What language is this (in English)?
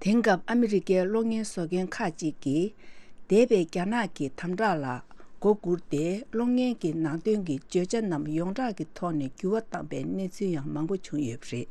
Tibetan